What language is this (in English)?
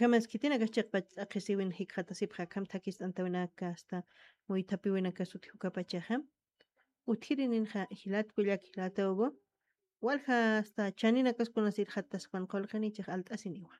Aymara